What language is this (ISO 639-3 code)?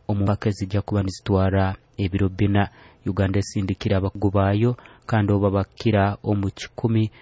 nyo